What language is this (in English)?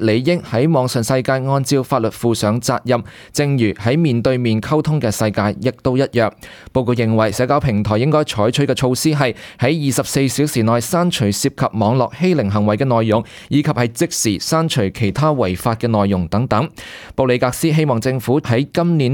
Cantonese